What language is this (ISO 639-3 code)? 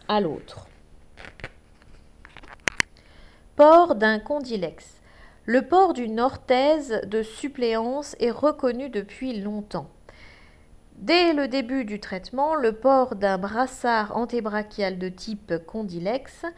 fra